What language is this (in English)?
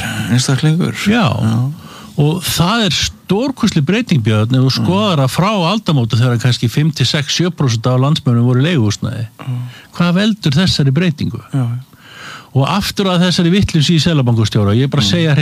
Icelandic